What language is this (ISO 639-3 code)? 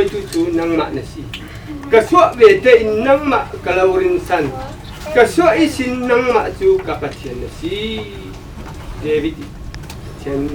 cfm